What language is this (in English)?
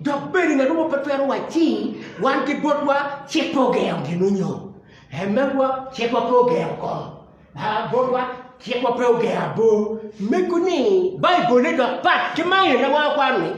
Acoli